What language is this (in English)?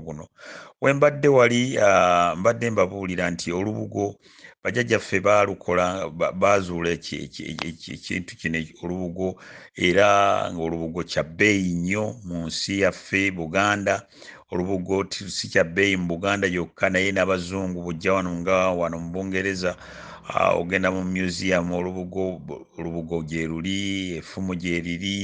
Ganda